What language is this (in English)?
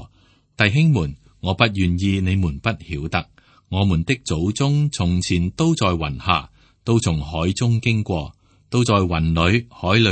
Cantonese